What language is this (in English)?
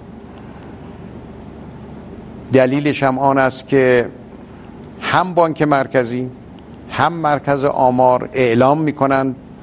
Persian